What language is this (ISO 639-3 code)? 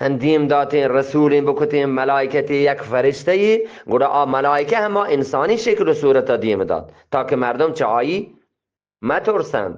bgp